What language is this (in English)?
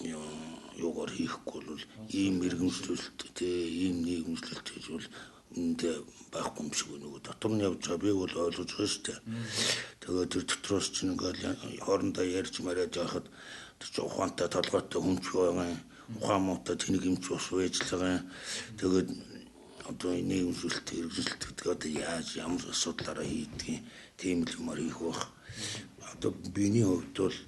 Mongolian